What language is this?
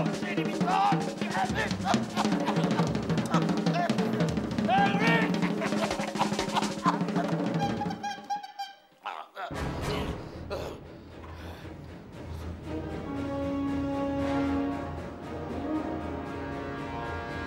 Basque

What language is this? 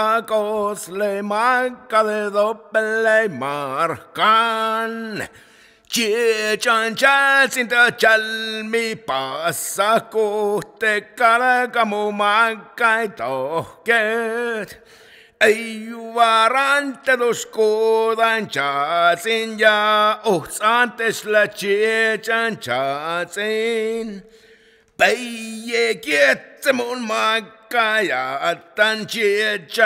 Finnish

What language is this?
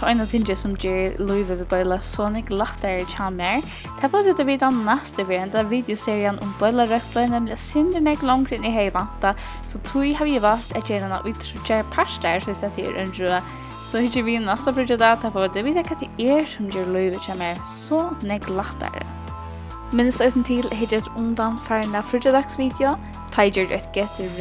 Faroese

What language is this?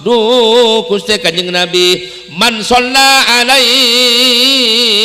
Madurese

